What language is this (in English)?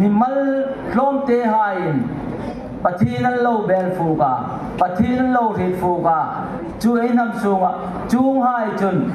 Hmar